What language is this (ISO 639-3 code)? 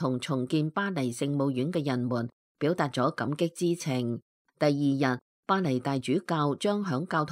yue